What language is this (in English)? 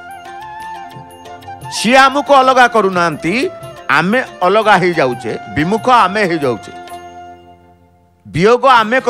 Odia